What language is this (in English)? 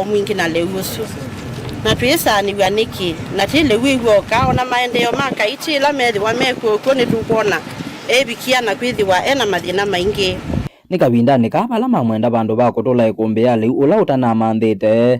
Kamba